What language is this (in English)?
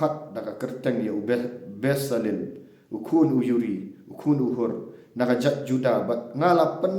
Khasi